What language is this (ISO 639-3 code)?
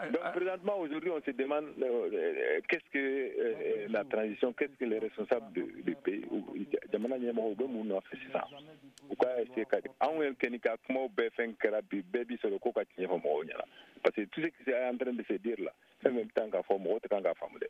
bam